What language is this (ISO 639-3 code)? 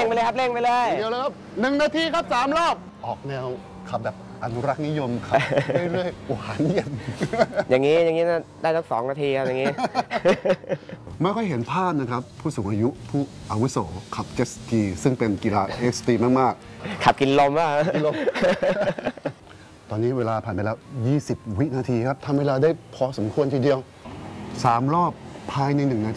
tha